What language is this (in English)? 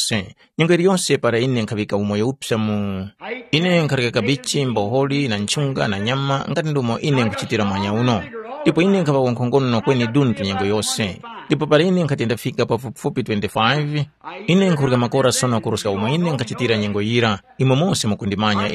Tumbuka